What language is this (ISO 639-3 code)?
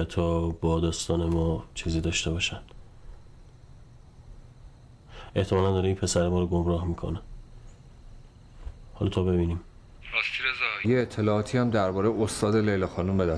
fas